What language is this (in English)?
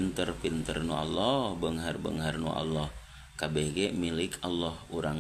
Sundanese